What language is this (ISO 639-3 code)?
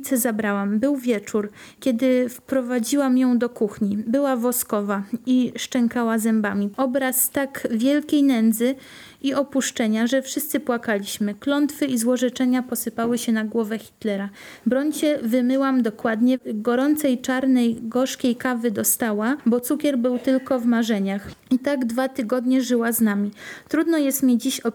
pol